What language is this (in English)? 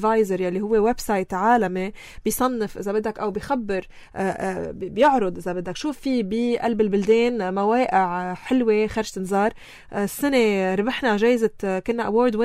North Levantine Arabic